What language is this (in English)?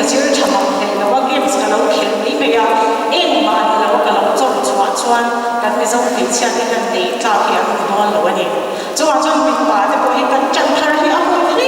Mizo